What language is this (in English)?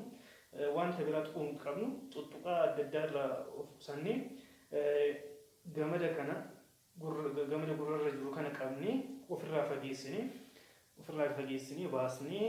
Oromo